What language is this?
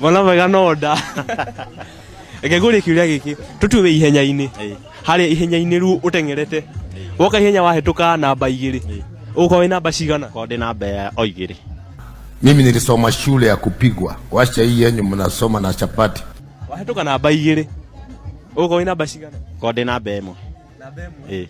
Kikuyu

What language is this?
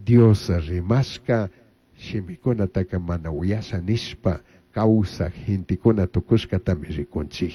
Chimborazo Highland Quichua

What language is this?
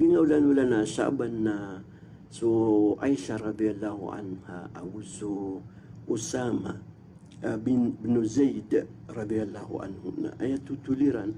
Maranao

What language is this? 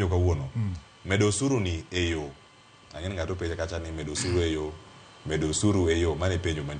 Luo (Kenya and Tanzania)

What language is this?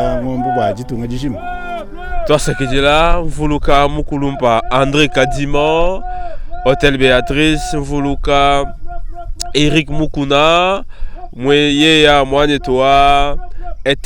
Luba-Lulua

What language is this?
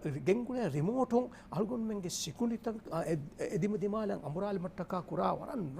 Divehi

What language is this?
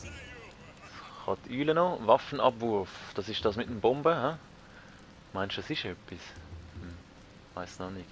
Swiss German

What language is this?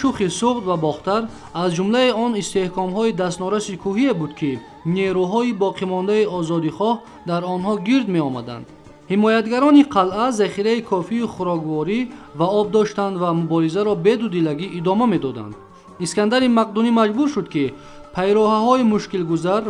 Tajik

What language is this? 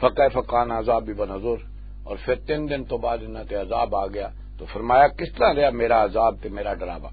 Western Panjabi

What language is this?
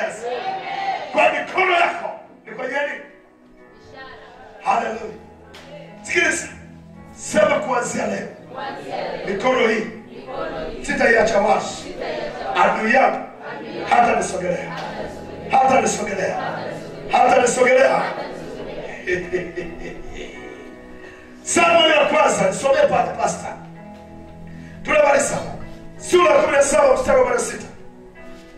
Swahili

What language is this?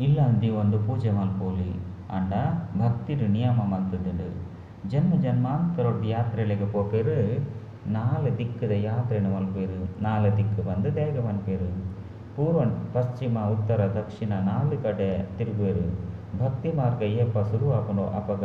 Tulu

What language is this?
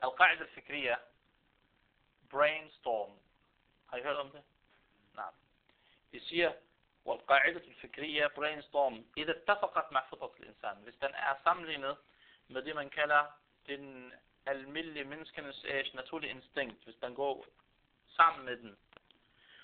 Danish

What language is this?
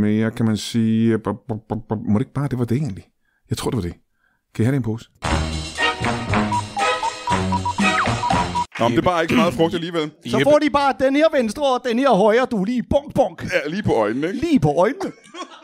Danish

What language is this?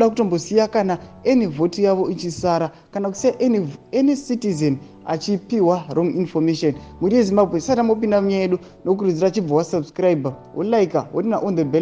Shona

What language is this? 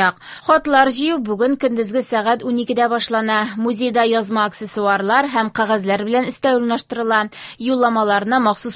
Tatar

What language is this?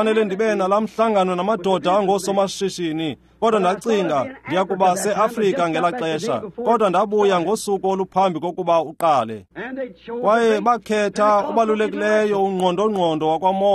Xhosa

